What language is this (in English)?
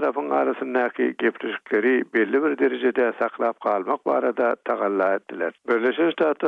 Turkmen